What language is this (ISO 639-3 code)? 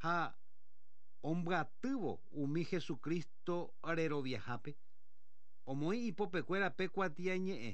grn